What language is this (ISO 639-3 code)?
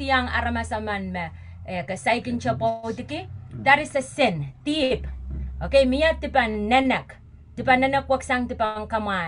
pon